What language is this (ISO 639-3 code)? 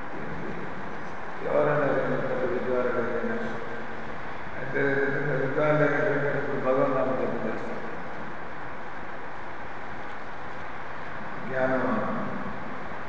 tel